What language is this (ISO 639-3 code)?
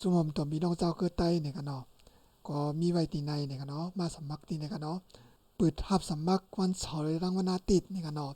shn